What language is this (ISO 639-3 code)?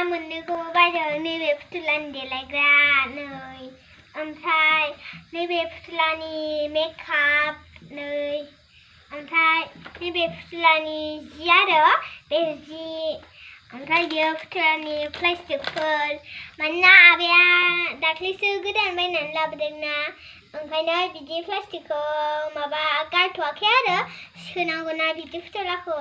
brx